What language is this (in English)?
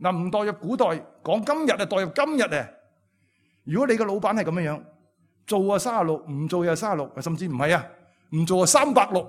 Cantonese